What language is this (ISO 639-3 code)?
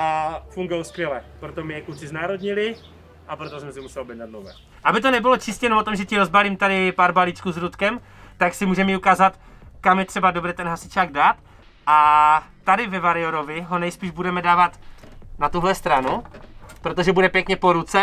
ces